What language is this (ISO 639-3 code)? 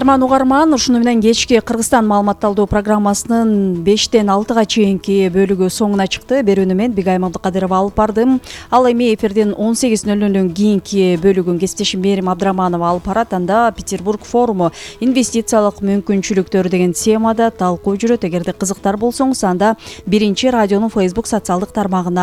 kir